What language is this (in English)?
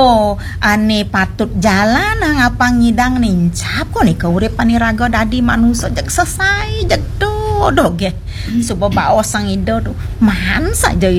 Balinese